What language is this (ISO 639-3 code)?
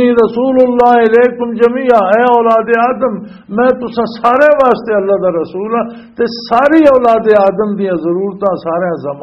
lah